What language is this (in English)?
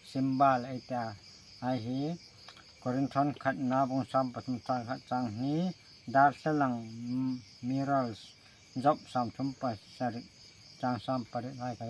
Hmar